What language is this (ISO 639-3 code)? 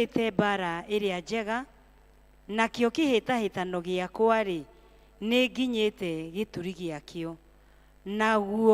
kik